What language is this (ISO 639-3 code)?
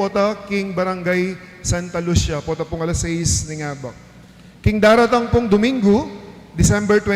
pam